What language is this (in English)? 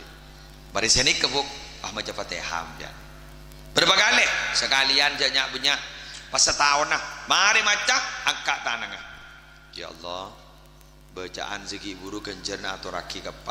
Madurese